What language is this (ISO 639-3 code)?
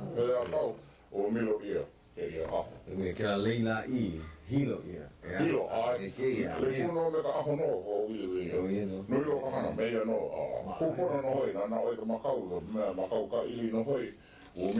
haw